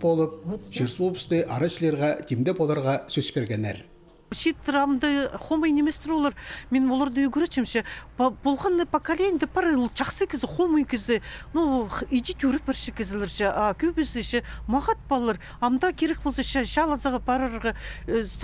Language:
Khakas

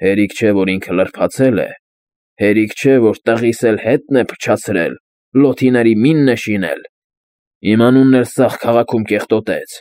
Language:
Armenian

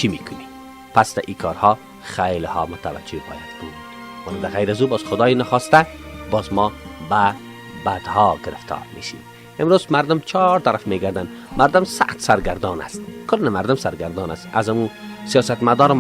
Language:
Persian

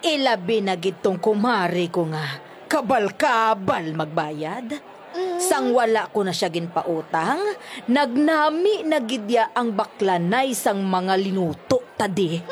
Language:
Hiligaynon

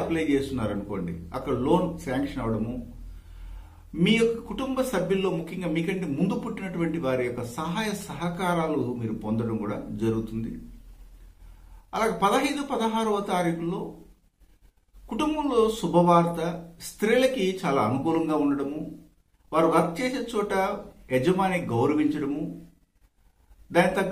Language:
Telugu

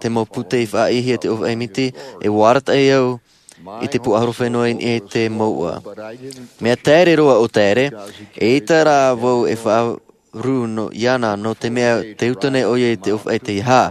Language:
Tahitian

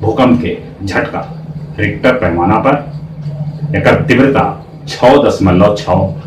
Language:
Magahi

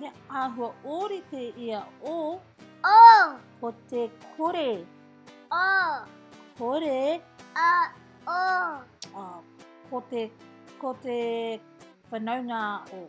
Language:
Māori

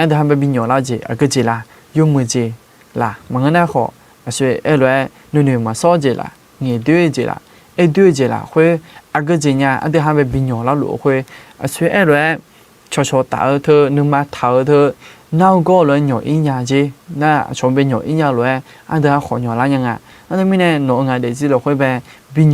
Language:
Akha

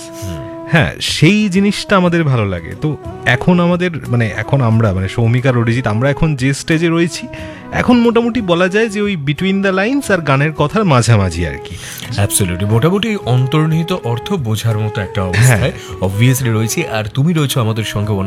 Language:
Bangla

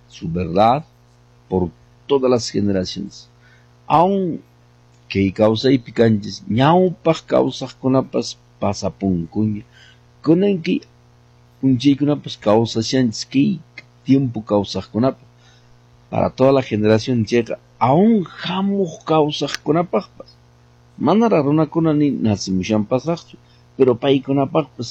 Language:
Quechua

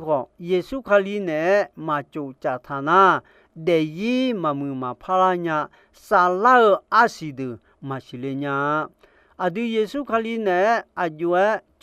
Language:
Akha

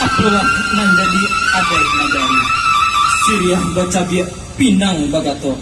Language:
Minangkabau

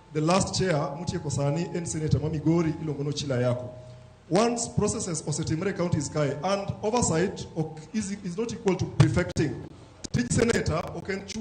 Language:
Luo (Kenya and Tanzania)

